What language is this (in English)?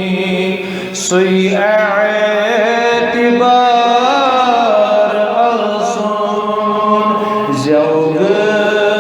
Kashmiri